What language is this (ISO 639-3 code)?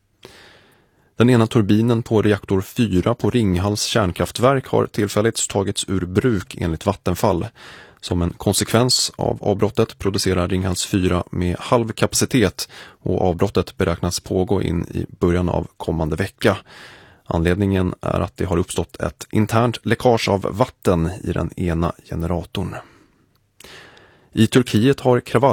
swe